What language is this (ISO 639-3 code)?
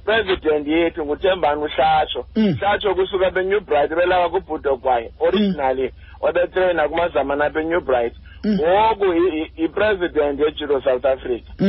xho